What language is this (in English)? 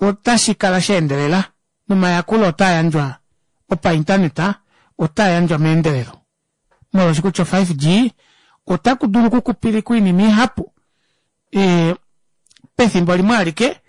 Kuanyama